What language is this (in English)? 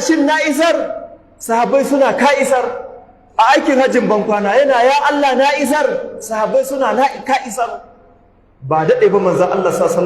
Hausa